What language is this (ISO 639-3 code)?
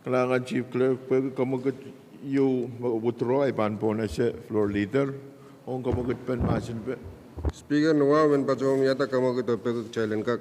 pon